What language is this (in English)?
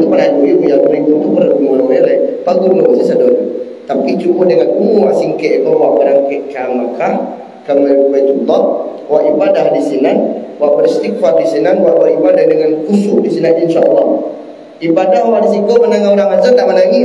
Minangkabau